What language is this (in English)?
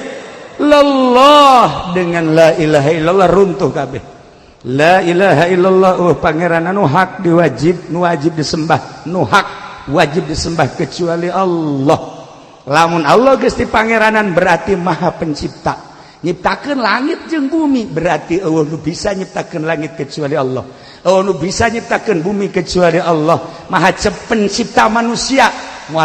Sundanese